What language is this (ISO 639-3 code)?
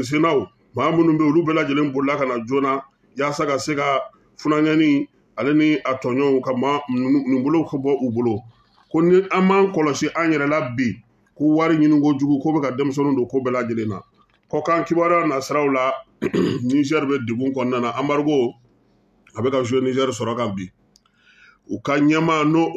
bam